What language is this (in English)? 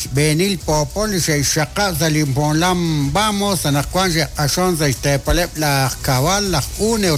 Kekchí